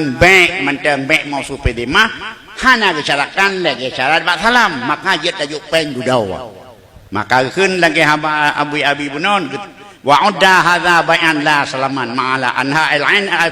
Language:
Achinese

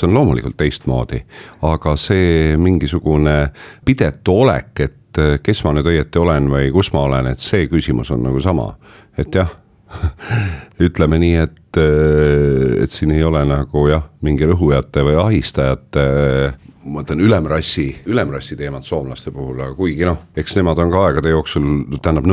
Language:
Estonian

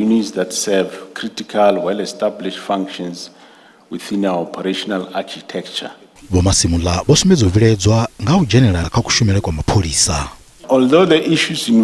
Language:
Venda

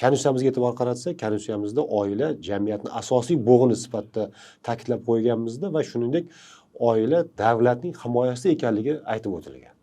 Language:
Uzbek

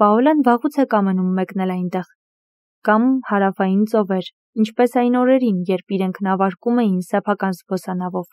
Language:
Armenian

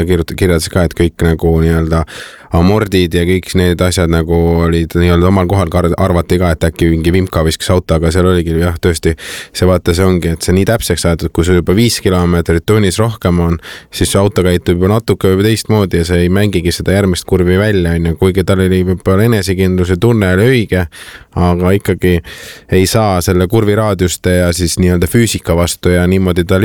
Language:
Estonian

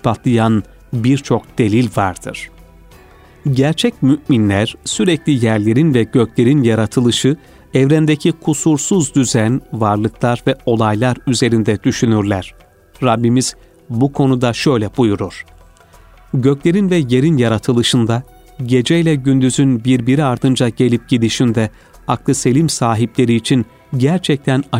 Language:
Turkish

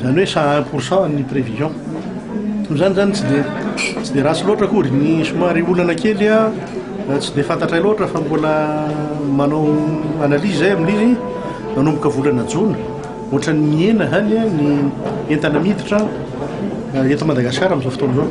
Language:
Malagasy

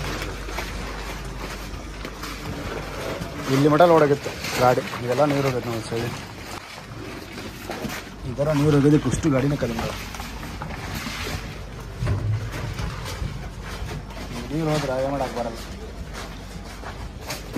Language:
Kannada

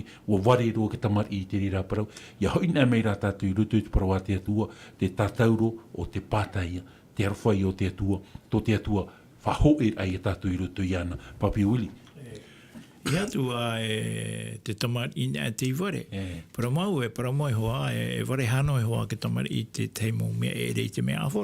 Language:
Tahitian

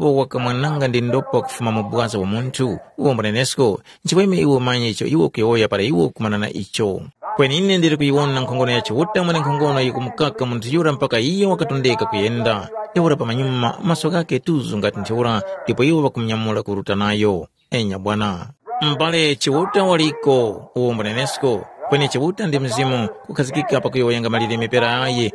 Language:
Tumbuka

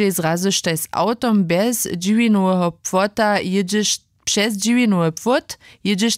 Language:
Upper Sorbian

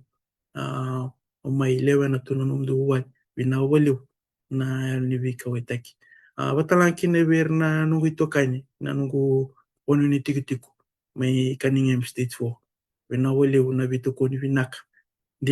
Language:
Fijian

